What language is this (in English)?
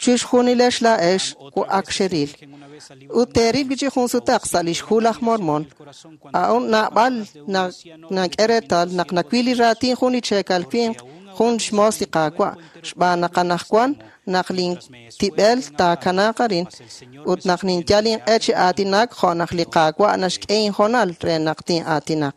Kekchí